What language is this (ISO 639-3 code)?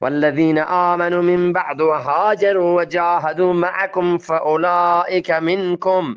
bgp